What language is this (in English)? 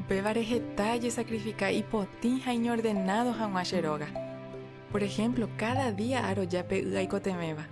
Guarani